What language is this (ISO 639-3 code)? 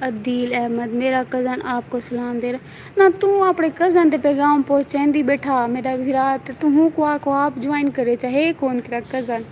skr